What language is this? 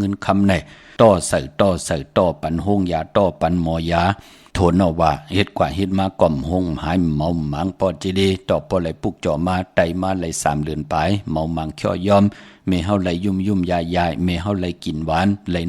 Shan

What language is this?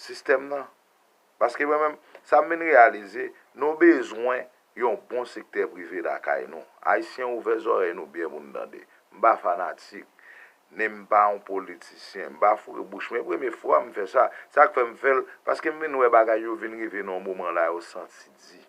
Haitian Creole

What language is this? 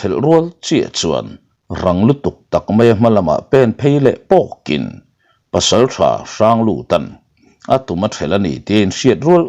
Mizo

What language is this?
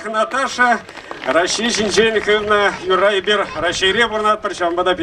Chuvash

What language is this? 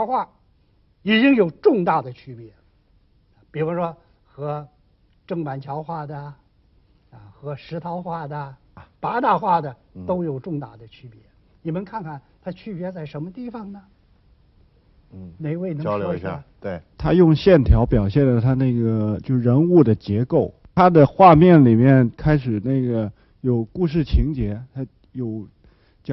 Chinese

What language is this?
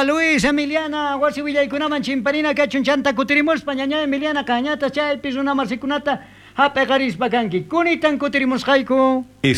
South Bolivian Quechua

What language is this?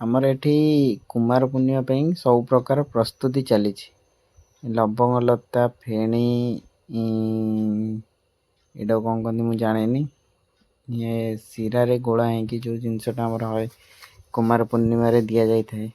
Odia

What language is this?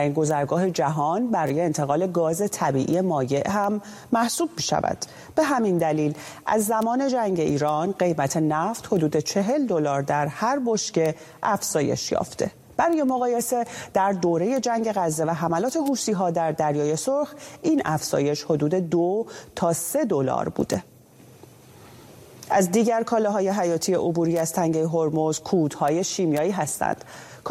Persian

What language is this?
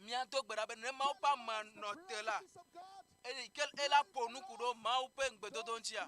Ewe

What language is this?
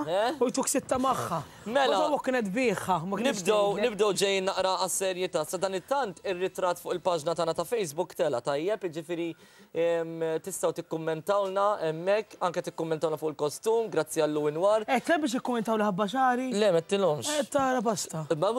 Maltese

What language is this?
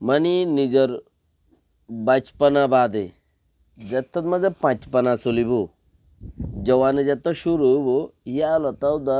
Rohingya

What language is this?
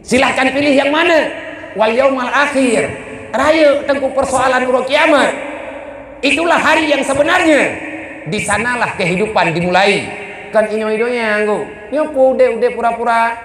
Achinese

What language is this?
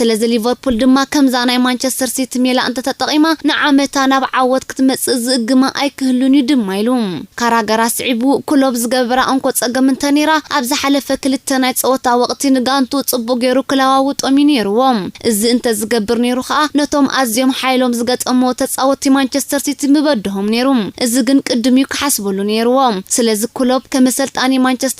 Tigrinya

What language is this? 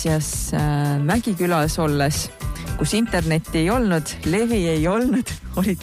Estonian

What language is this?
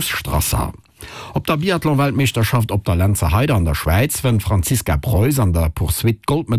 Luxembourgish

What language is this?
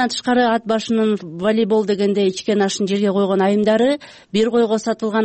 Kyrgyz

